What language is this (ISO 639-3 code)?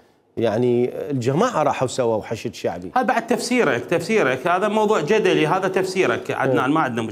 acm